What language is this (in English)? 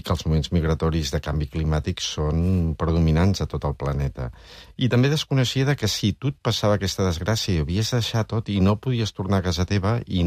Catalan